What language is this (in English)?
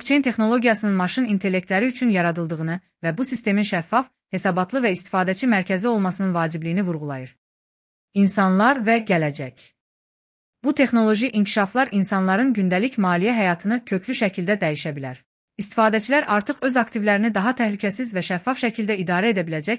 Azerbaijani